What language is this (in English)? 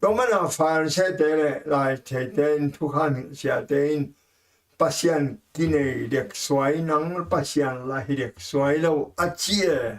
Tedim Chin